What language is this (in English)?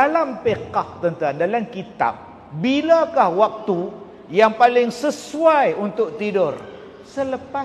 Malay